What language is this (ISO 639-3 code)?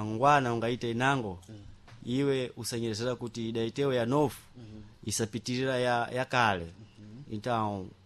seh